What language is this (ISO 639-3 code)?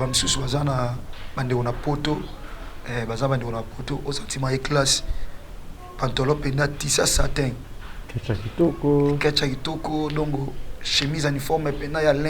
lin